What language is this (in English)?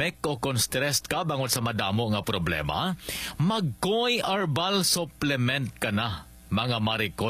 Hiligaynon